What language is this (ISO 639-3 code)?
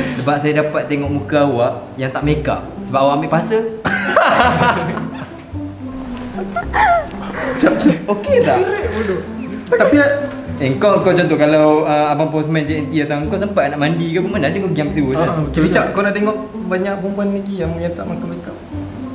msa